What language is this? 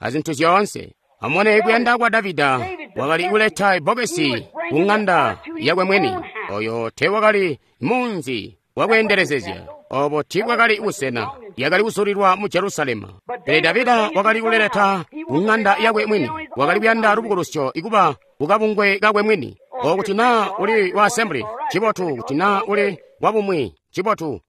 Tonga (Zambia)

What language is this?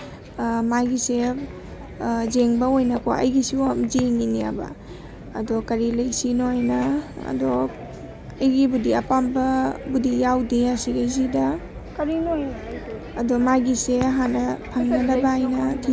Manipuri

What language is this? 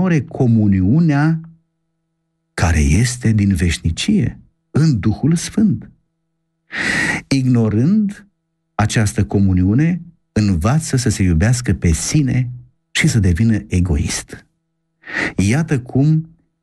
Romanian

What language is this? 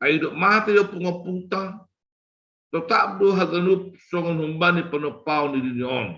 Batak Simalungun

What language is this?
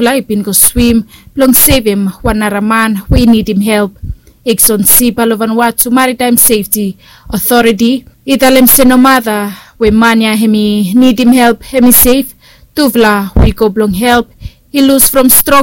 Bislama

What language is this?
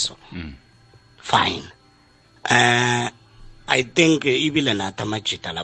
South Ndebele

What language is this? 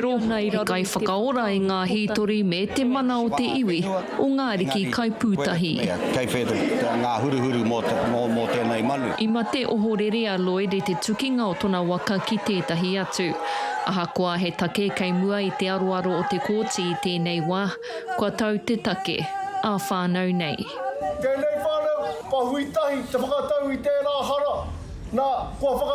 Māori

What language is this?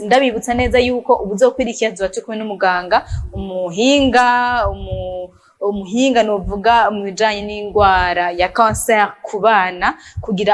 Rundi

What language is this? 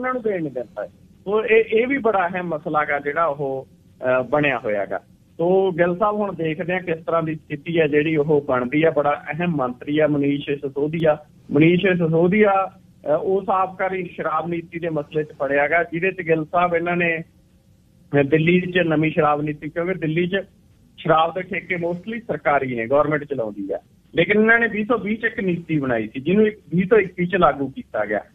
Punjabi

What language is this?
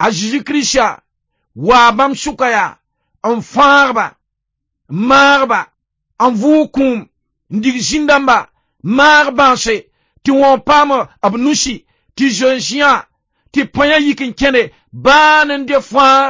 Mossi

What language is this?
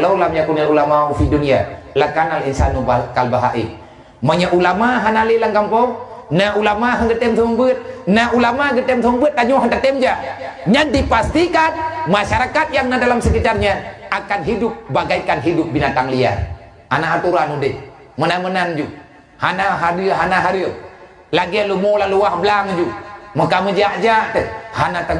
Achinese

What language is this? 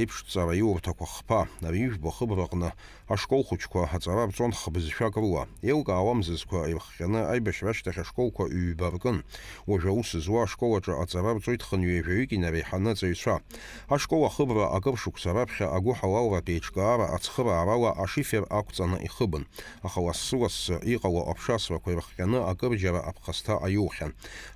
Abkhazian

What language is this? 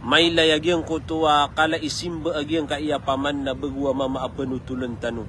Maranao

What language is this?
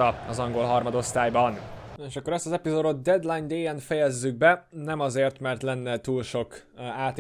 Hungarian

